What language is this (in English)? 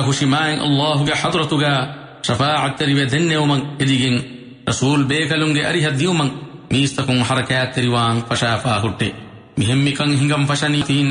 Divehi